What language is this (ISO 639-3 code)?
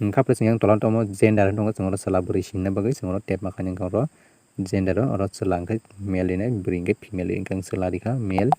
trp